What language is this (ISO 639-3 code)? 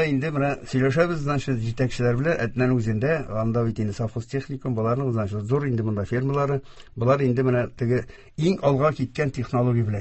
tat